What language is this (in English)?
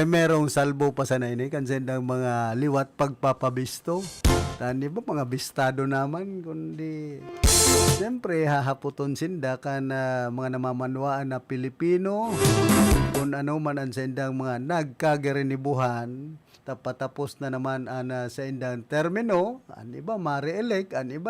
Bikol